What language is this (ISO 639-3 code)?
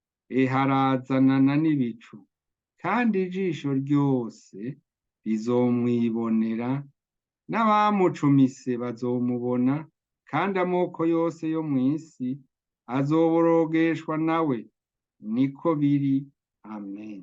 run